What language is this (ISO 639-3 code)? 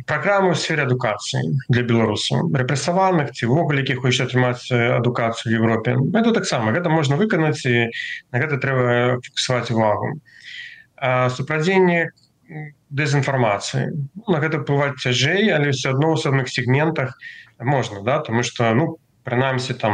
bel